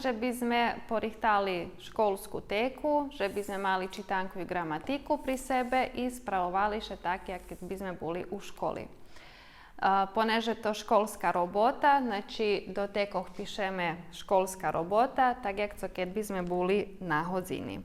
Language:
Rusyn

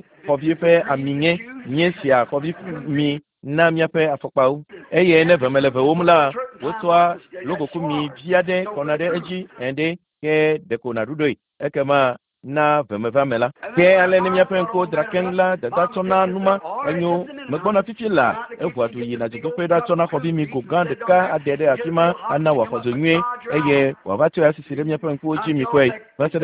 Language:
Ewe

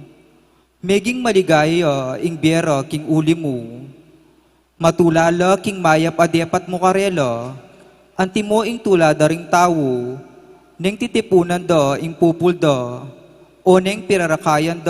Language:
Pampanga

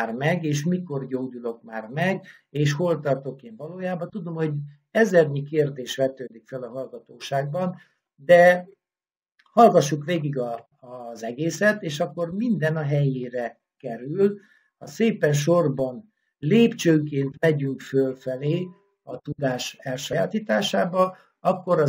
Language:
Hungarian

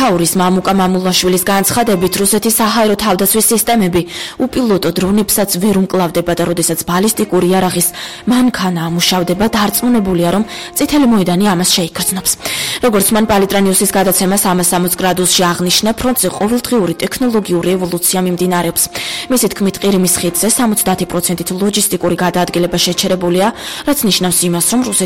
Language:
Georgian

